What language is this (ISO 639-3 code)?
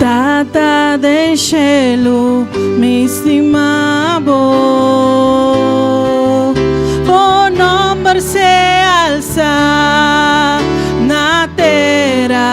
pap